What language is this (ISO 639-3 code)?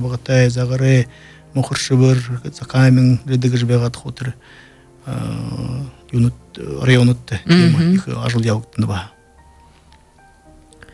bua